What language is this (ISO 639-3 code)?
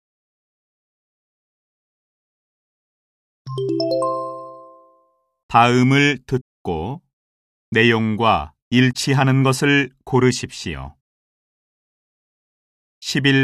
kor